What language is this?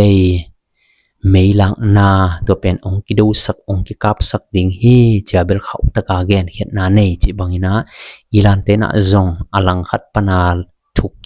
Tedim Chin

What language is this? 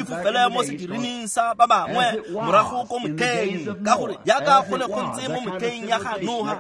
Tswana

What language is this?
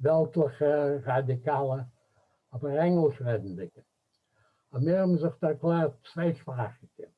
Yiddish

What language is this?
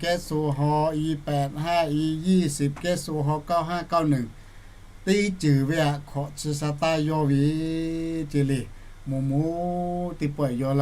Lahu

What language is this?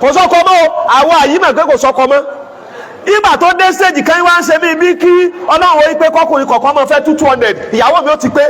Yoruba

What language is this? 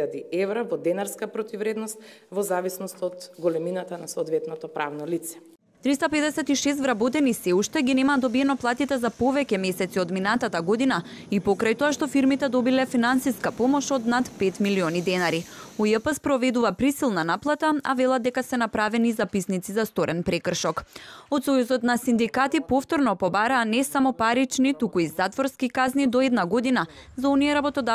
Macedonian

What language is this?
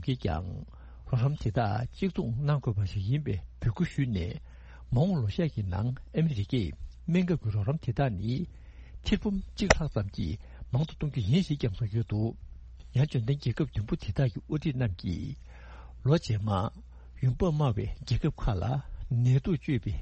Tibetan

